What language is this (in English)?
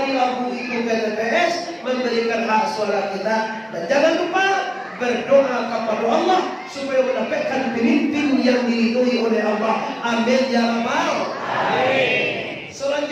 Minangkabau